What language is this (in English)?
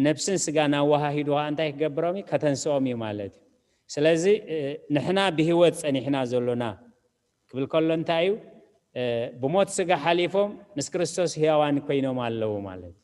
Tigrinya